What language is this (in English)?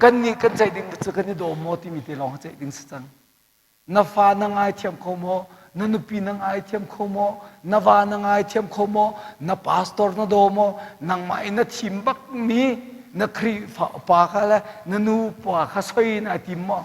Hakha Chin